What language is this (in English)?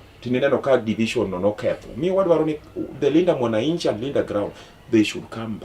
Luo (Kenya and Tanzania)